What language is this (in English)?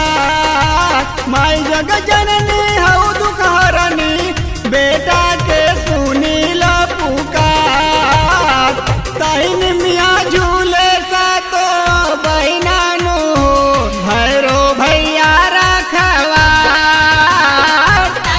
Bhojpuri